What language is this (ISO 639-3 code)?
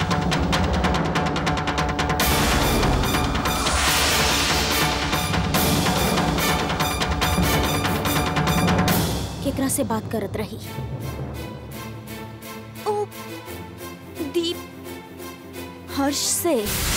bho